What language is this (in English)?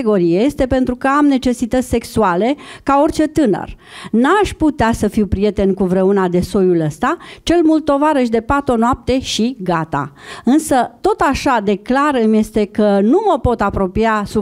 Romanian